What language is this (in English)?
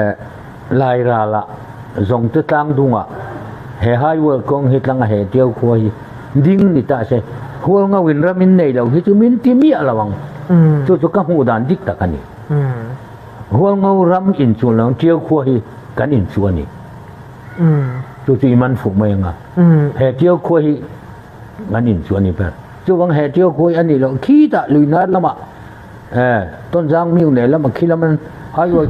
Hakha Chin